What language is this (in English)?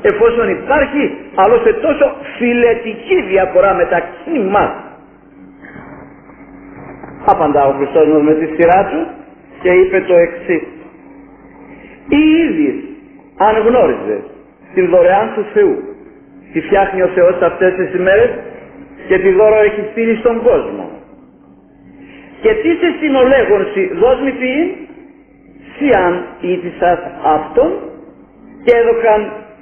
Greek